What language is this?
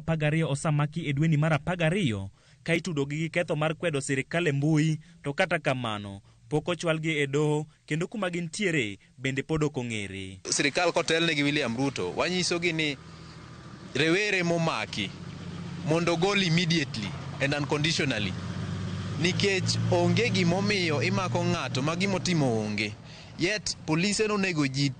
Luo (Kenya and Tanzania)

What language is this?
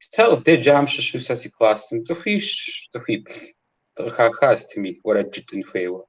Kabardian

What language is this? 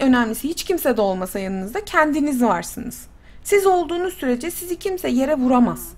Turkish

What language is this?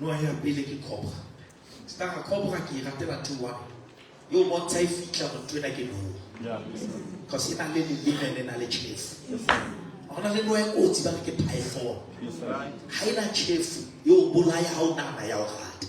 Southern Sotho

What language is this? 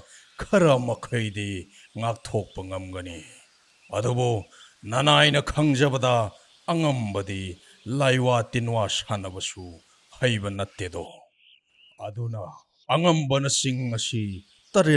Manipuri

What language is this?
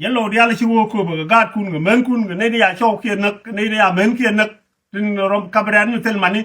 Nuer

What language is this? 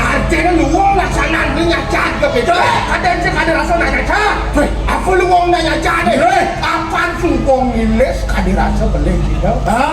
Balinese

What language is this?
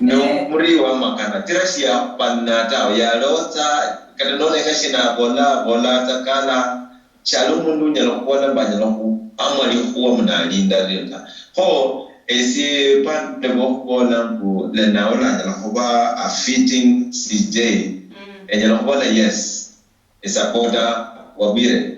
Luyia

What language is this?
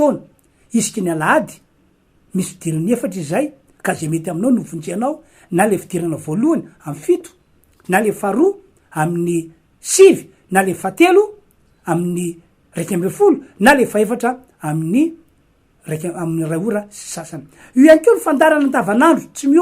Malagasy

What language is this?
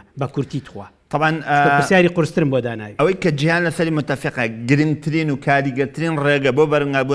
Central Kurdish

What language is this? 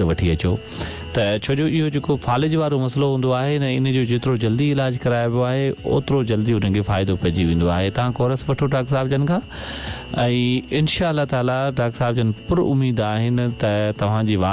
Sindhi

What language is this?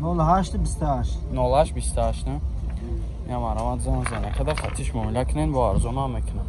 Tajik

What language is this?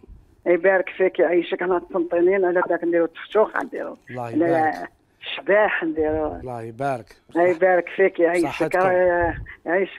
Algerian Arabic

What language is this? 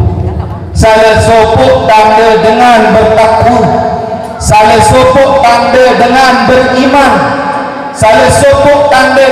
Sasak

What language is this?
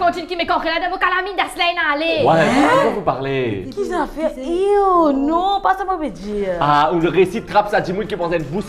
Morisyen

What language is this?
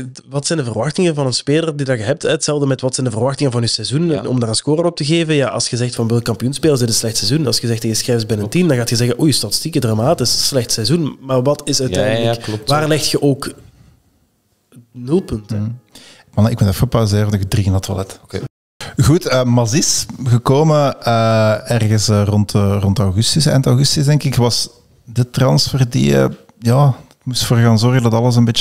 Dutch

